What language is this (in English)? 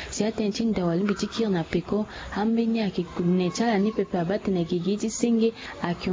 Sango